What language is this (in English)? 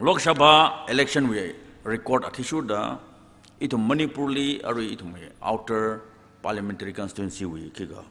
Tangkhul Naga (India)